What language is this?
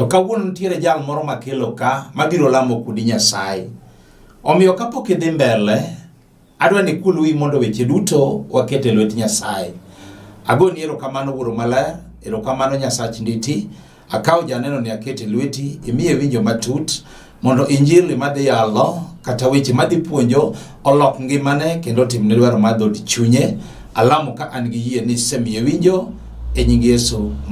Luo (Kenya and Tanzania)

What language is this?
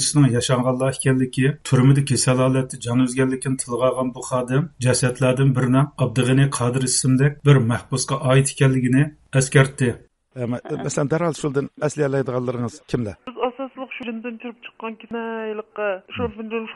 Uyghur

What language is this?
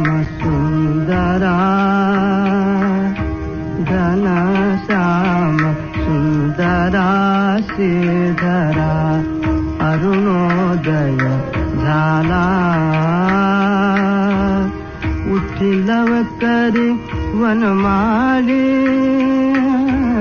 Marathi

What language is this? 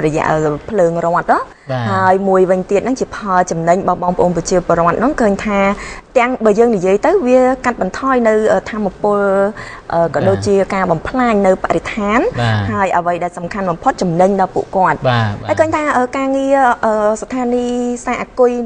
Khmer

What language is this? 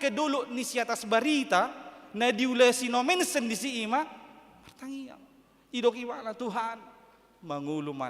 Batak Toba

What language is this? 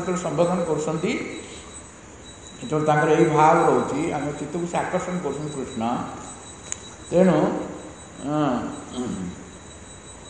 Odia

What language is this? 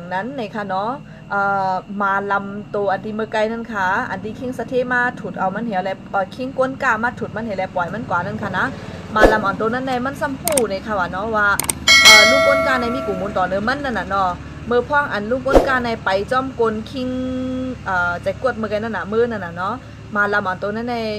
Shan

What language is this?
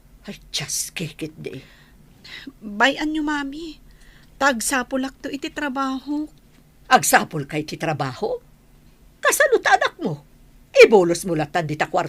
Iloko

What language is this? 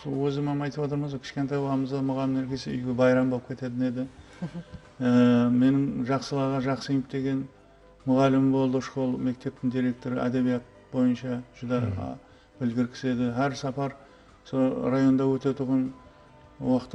Kara-Kalpak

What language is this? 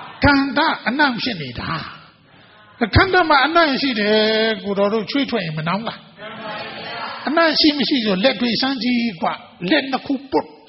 Burmese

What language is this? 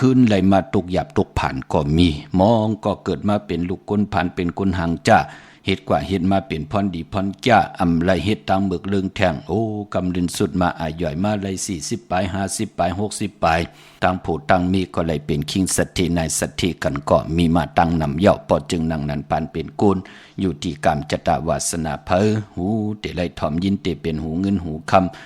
Shan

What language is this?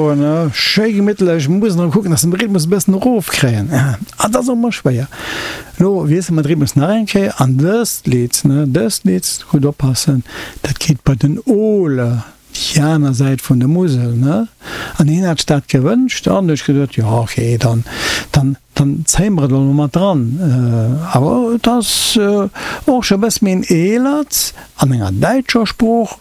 Luxembourgish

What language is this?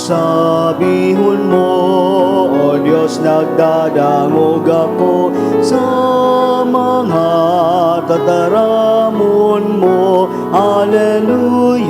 Bikol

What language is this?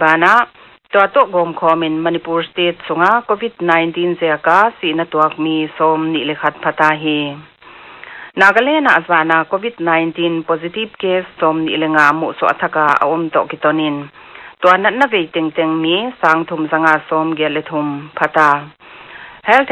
Paite Chin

